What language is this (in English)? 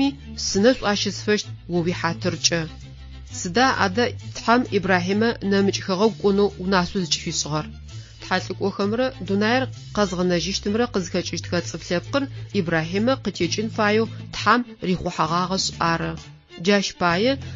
Adyghe